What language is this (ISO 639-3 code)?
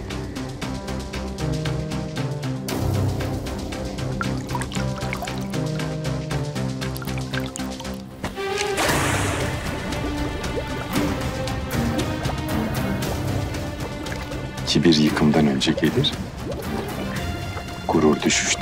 tur